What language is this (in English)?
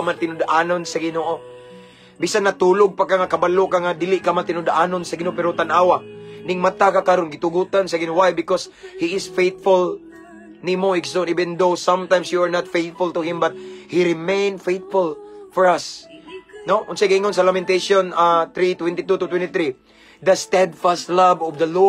Cebuano